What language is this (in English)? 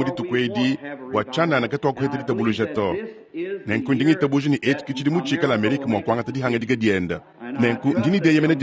Luba-Lulua